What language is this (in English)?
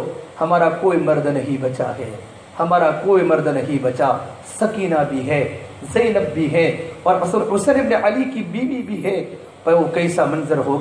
Urdu